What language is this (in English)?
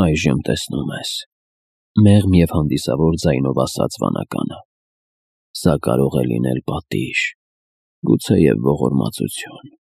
Armenian